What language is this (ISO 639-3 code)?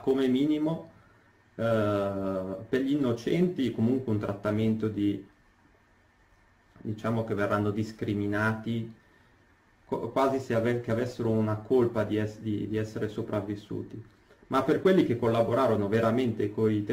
ita